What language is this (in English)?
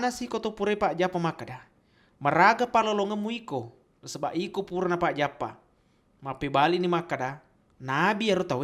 Buginese